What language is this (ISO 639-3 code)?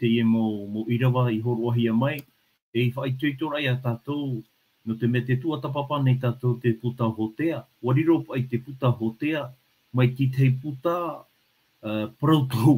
tah